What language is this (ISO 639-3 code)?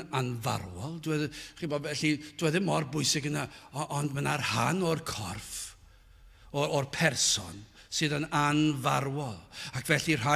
cym